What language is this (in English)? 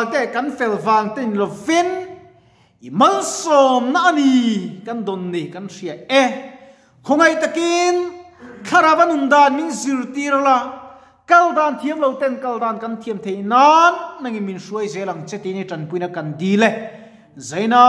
Mizo